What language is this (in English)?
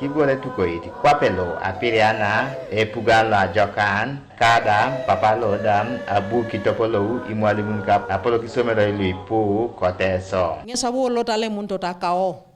Teso